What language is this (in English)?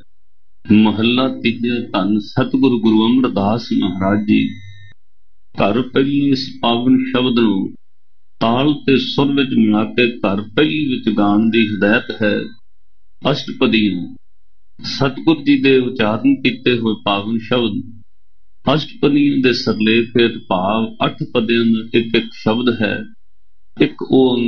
Punjabi